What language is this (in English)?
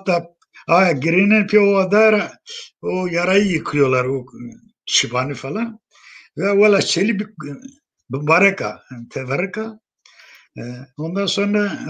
Zaza